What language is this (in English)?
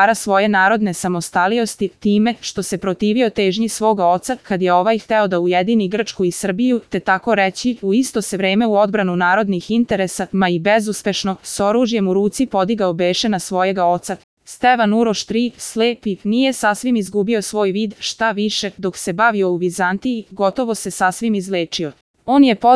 Serbian